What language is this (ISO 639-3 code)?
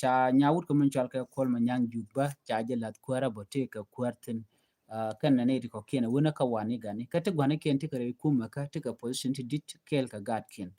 nus